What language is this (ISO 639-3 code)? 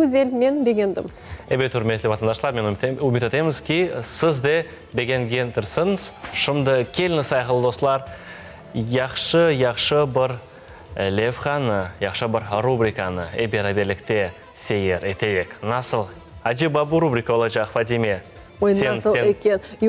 crh